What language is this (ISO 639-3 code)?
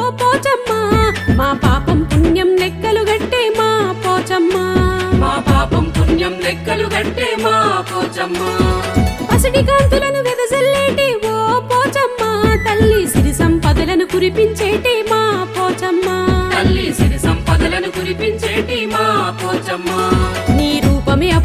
tel